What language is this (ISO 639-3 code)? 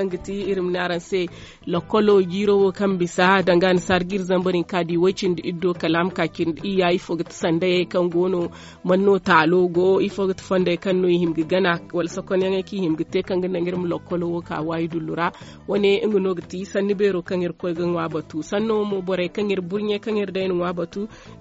dje